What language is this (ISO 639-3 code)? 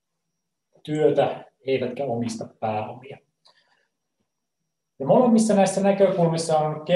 fin